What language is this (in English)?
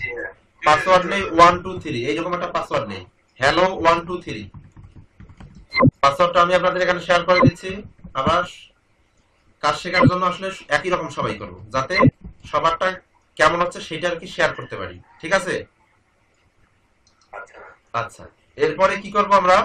Bangla